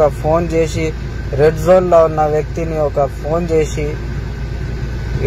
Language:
Telugu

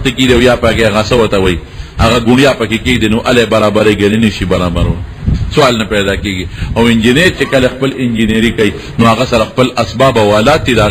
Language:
Pashto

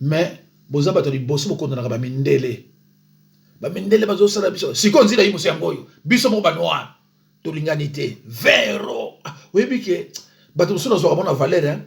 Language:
Lingala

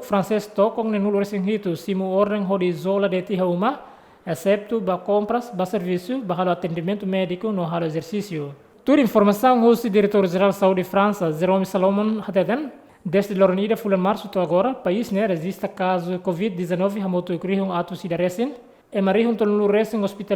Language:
Tetum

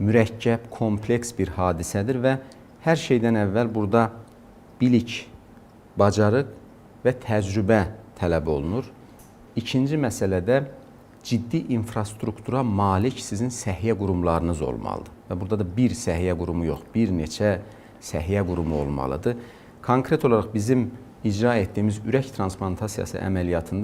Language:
Azerbaijani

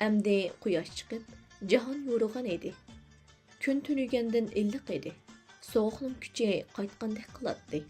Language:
Uyghur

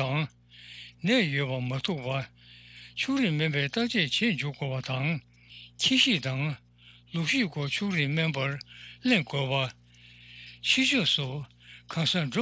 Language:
Tibetan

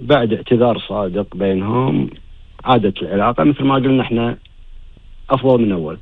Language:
Gulf Arabic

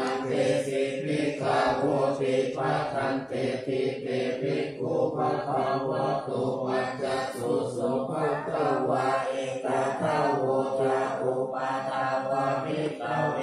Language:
Pali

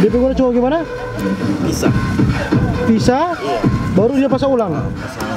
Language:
Manado Malay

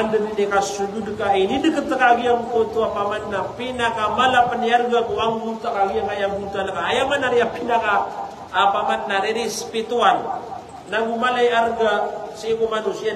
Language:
Maranao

